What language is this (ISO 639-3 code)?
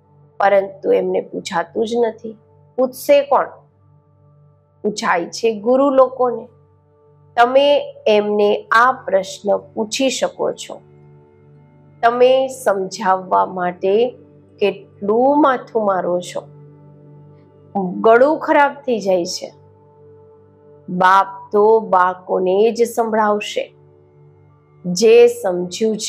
guj